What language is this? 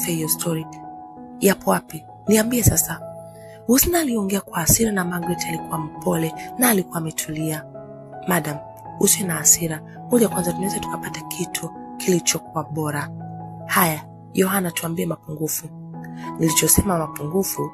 Swahili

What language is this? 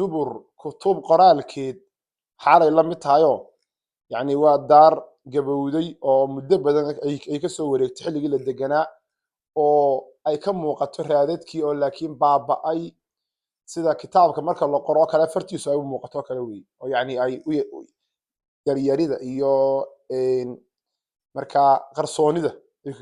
Somali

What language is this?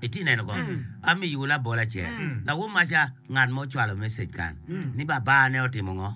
Acoli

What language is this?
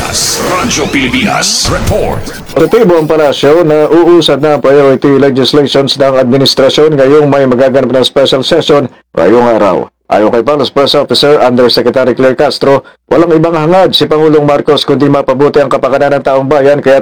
Filipino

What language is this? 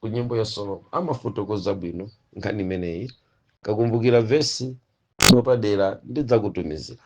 Nyanja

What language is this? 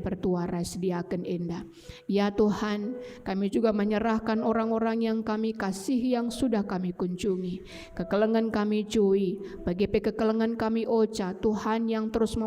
Batak Karo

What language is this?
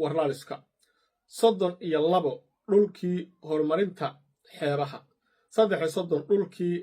Somali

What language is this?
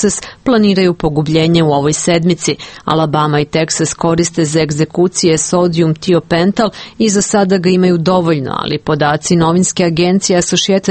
Serbian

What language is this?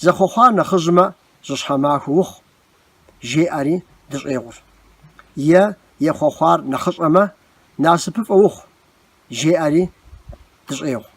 Kabardian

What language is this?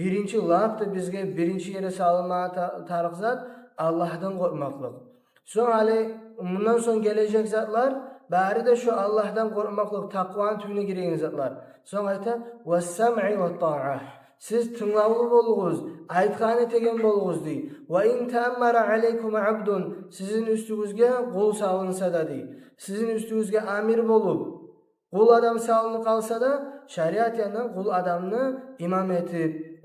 Kumyk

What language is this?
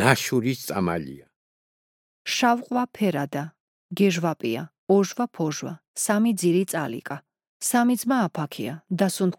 Georgian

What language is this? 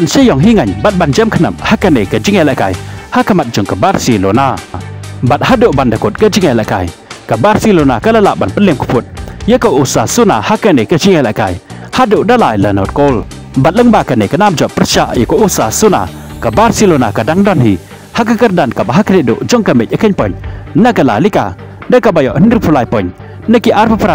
Khasi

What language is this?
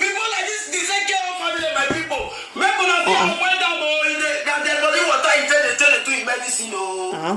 Nigerian Pidgin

